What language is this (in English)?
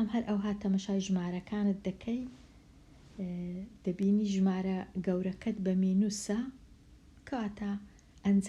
Central Kurdish